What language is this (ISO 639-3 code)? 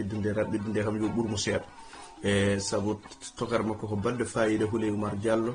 ful